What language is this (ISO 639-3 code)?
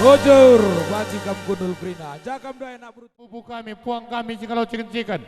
btx